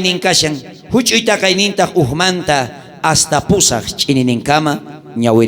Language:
South Bolivian Quechua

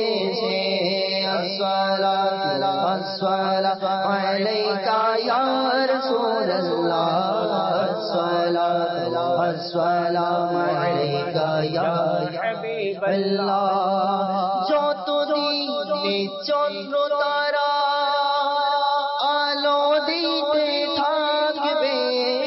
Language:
Bangla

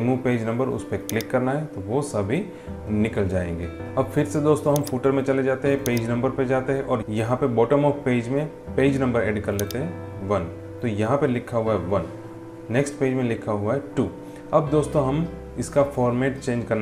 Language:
Hindi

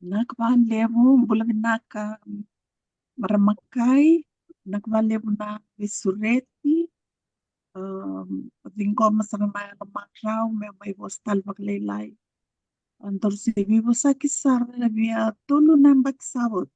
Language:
Fijian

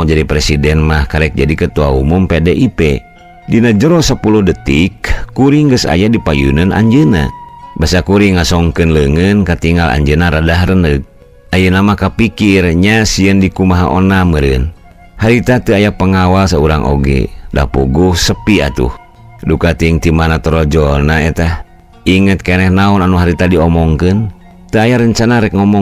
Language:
Sundanese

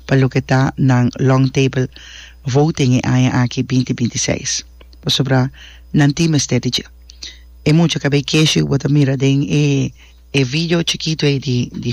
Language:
Papiamento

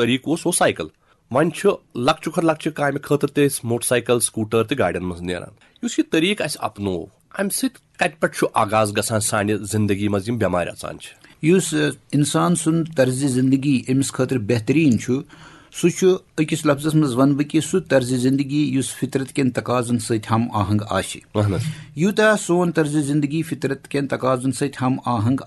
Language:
Kashmiri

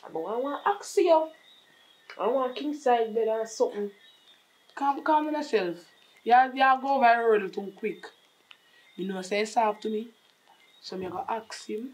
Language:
Jamaican Creole English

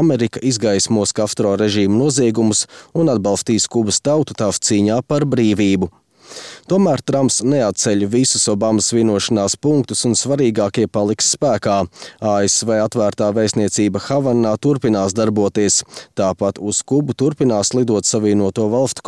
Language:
Latvian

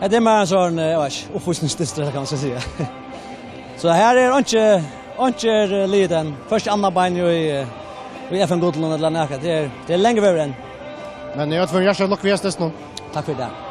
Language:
Faroese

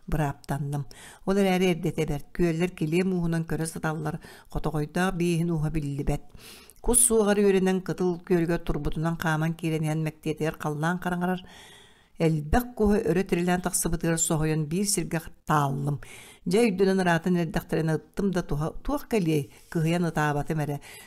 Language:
Yakut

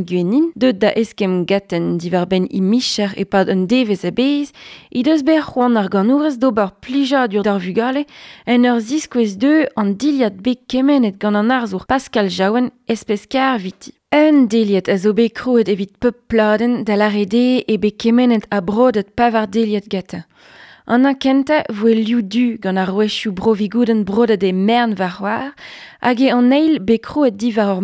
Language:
Breton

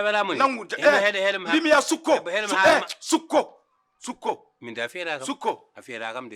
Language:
Fula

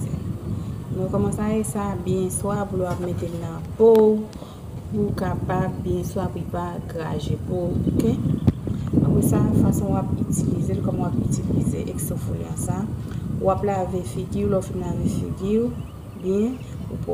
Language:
Haitian Creole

